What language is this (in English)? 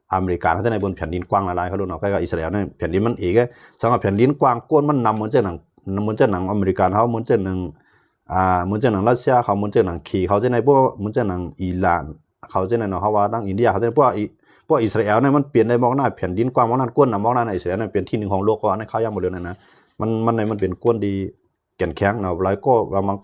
Shan